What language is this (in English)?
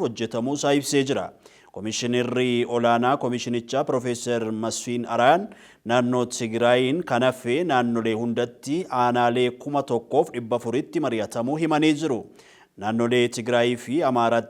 Oromo